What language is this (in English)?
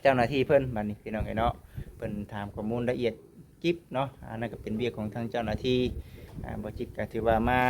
Lao